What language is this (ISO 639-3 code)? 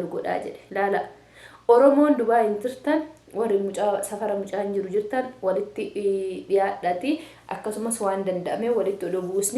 orm